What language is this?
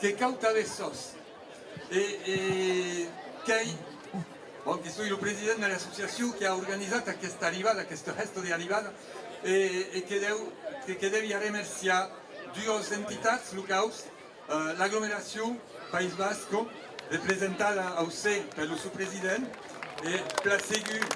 Occitan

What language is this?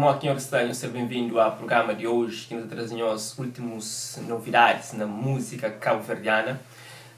Kabuverdianu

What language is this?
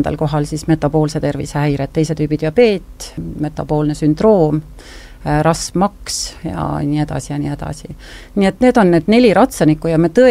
Estonian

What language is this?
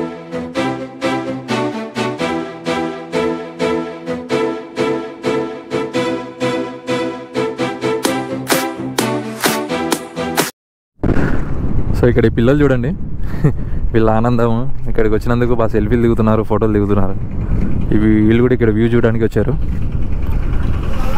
Telugu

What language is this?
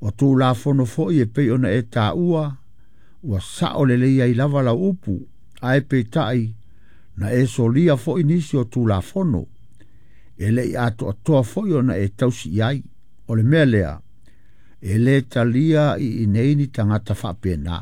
Samoan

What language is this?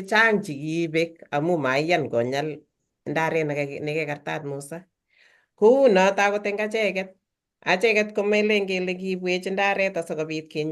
Kalenjin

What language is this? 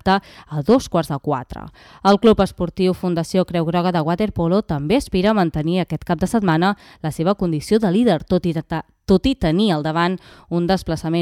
Catalan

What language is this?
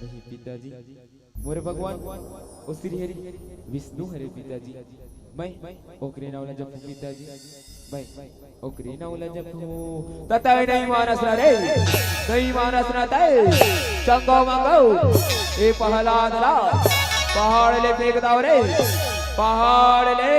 Chhattisgarhi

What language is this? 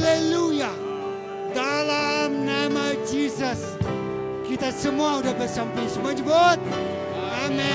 Iban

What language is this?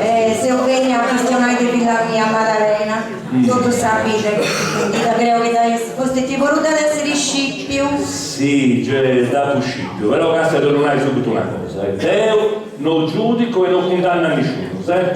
Sardinian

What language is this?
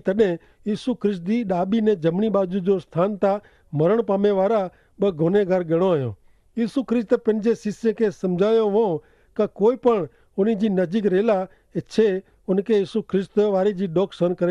Kachhi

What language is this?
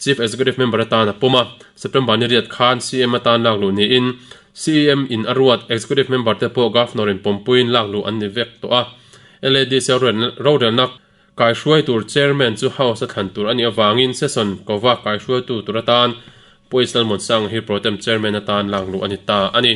Mizo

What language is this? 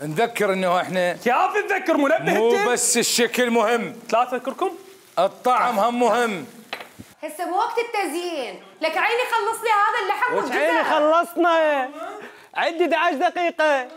Mesopotamian Arabic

